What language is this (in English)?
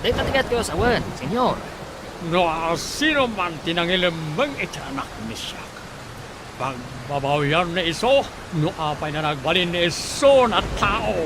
Iloko